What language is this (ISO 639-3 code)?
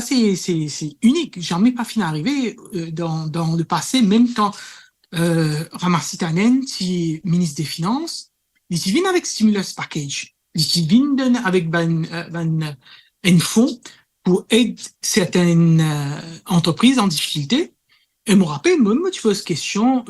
mfe